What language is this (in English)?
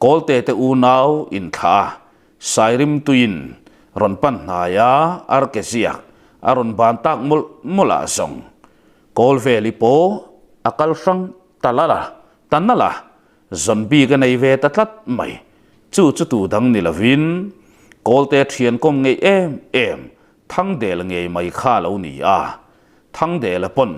Mizo